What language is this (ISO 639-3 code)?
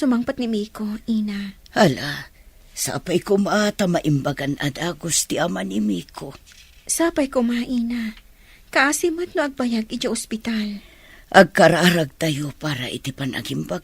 ilo